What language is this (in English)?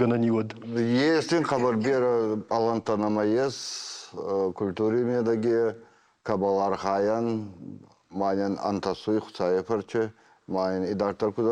Ossetic